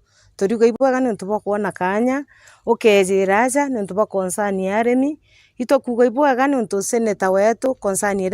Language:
Meru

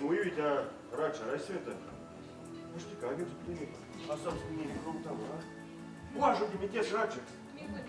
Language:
Erzya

